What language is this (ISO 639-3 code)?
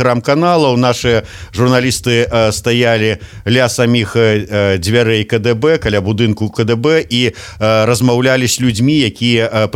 bel